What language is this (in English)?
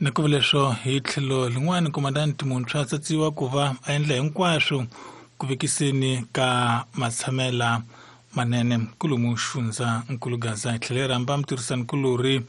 Tsonga